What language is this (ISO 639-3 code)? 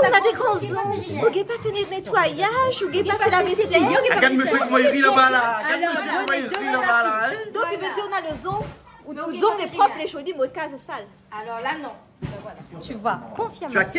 rcf